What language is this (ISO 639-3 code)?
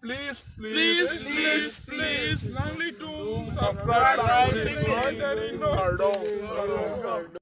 mjw